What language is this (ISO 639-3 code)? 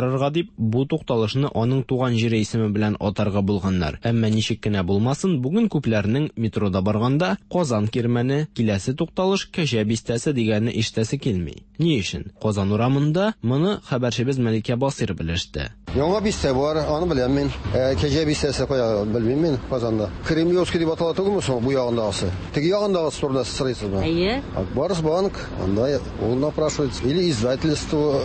tat